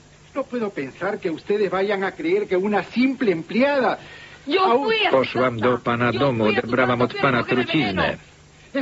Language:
Polish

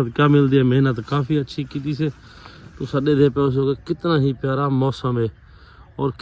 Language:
Saraiki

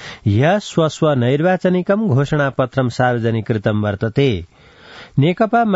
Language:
Sanskrit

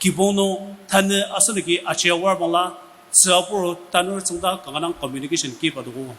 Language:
Ao Naga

